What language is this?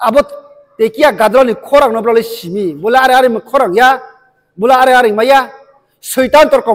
Riang (India)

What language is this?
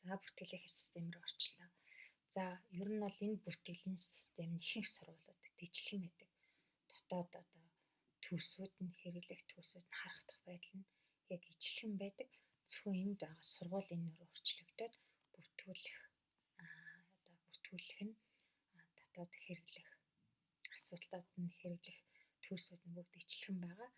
Mongolian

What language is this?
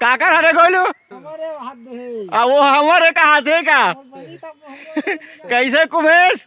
Chhattisgarhi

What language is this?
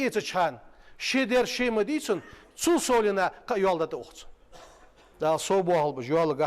Ingush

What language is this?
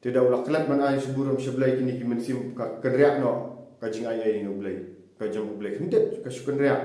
Khasi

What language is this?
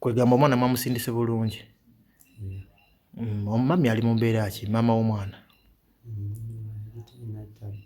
Ganda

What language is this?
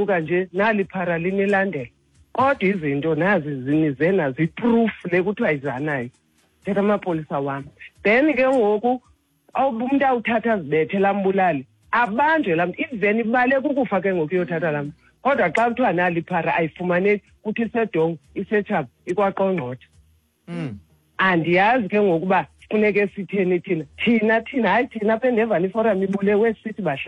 Xhosa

